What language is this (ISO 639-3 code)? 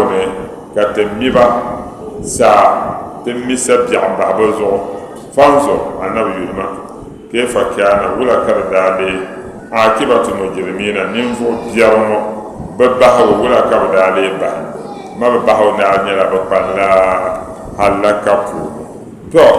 dag